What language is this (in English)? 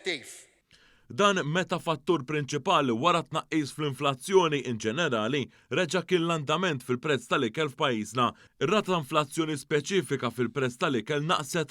Maltese